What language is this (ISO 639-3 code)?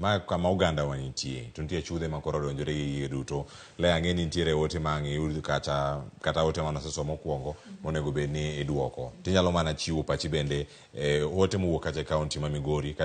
luo